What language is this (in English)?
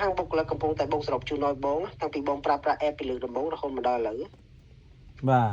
Khmer